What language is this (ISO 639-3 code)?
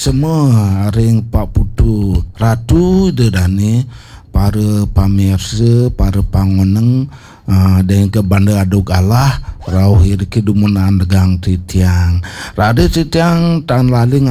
ban